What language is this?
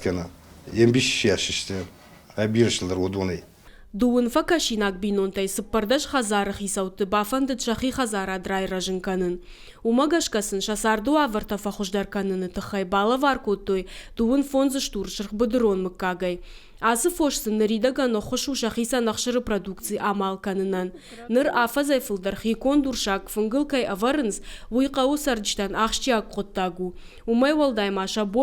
Ossetic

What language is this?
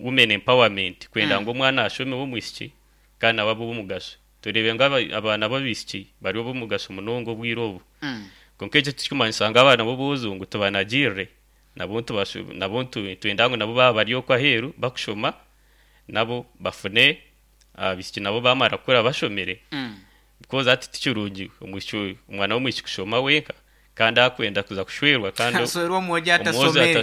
Nyankole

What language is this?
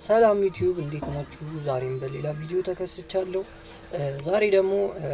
Amharic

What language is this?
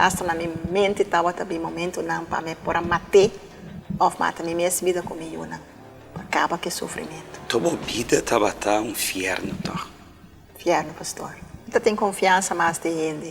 Papiamento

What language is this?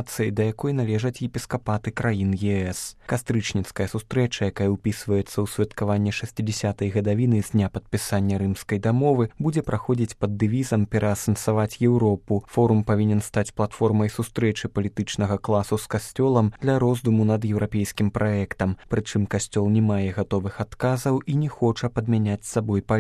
Belarusian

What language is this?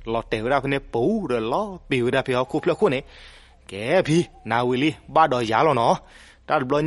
S'gaw Karen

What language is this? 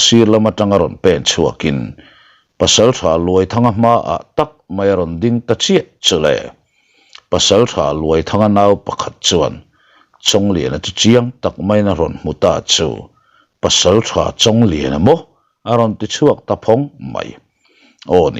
Mizo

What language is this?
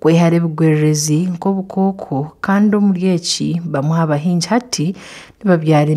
Nyankole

